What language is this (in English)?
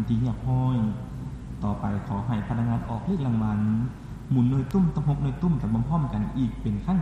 Lao